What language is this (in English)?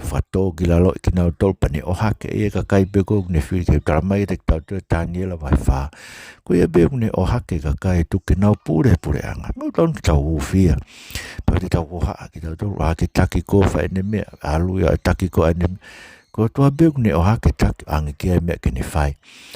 Tongan